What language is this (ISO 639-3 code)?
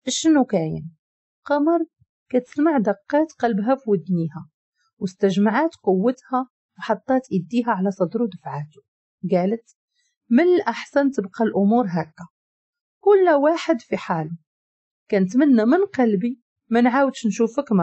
ary